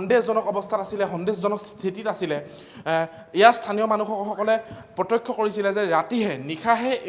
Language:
Assamese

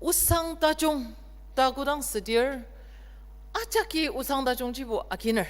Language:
Ao Naga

